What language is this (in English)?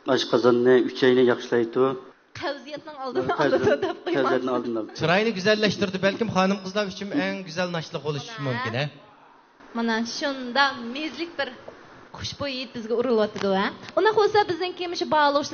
Uyghur